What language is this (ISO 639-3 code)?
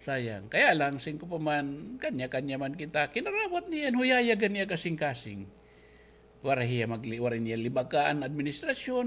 war